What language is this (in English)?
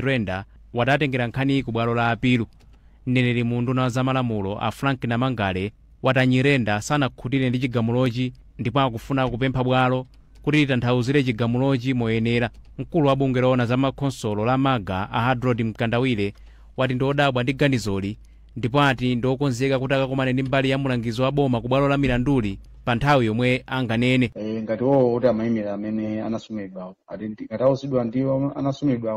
Nyanja